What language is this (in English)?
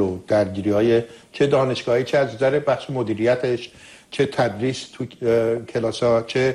Persian